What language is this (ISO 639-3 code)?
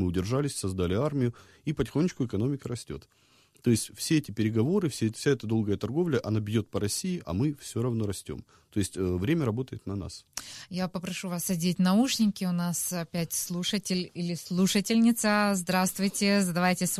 rus